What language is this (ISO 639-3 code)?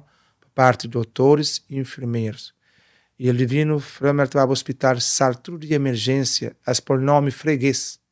kea